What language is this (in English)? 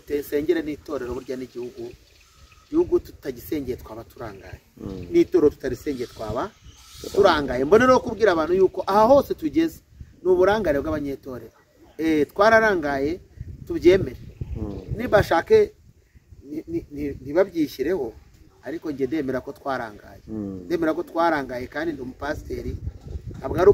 Kinyarwanda